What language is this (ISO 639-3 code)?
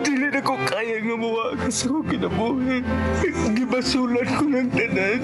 ceb